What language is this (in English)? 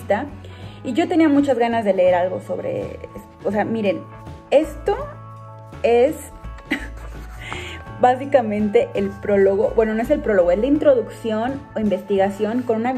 Spanish